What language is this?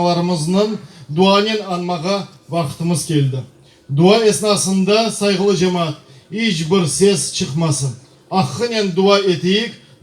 Crimean Tatar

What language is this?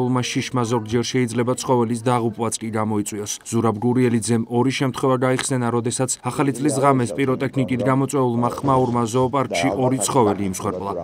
Georgian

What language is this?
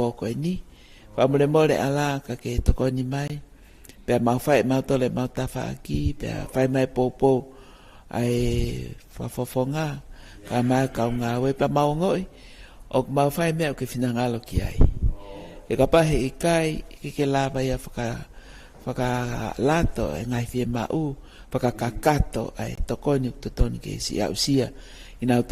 Tongan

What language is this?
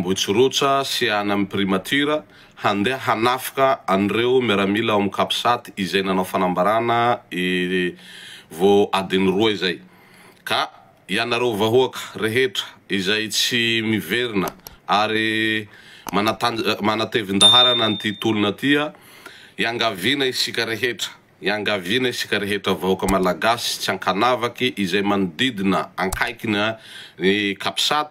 Malagasy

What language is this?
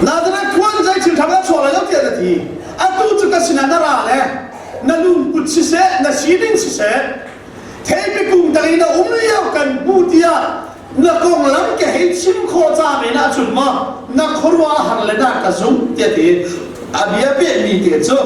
Hakha Chin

